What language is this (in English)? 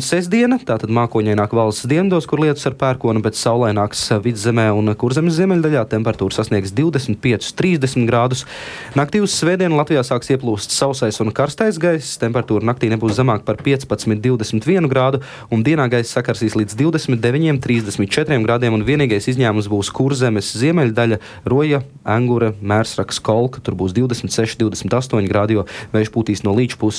Latvian